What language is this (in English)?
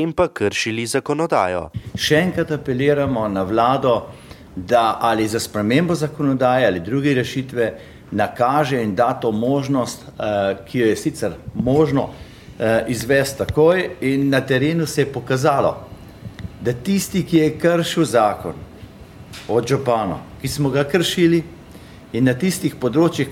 Slovenian